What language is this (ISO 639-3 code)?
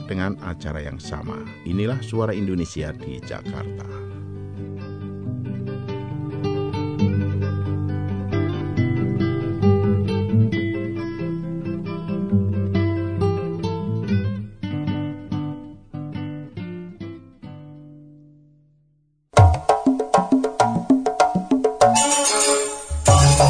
ind